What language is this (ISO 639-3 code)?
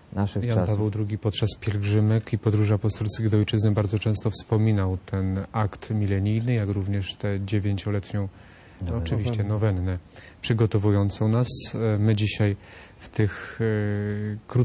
pol